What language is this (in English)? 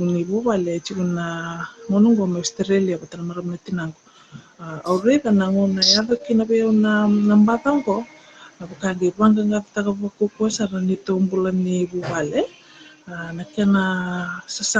Fijian